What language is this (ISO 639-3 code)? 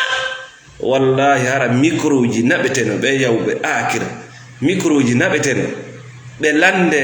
ful